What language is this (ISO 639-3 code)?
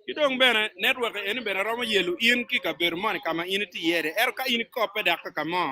ach